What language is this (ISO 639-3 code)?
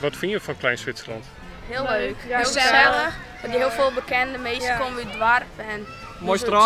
fry